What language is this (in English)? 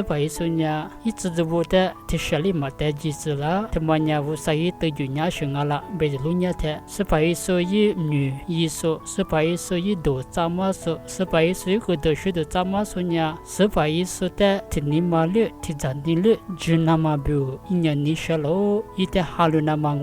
Lisu